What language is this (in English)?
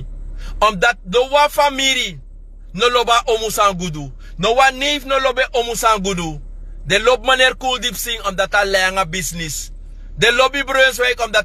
Sranan Tongo